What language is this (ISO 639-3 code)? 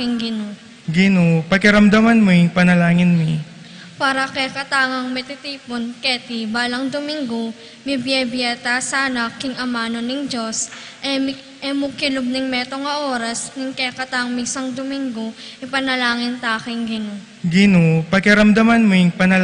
pam